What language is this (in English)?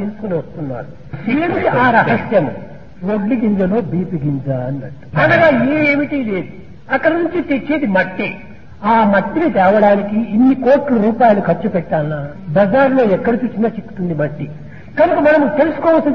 Telugu